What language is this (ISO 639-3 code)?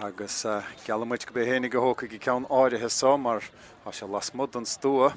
gle